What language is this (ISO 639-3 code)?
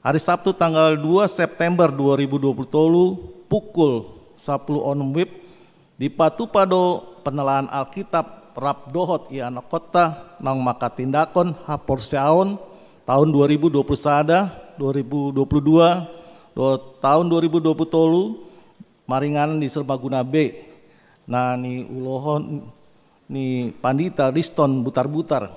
bbc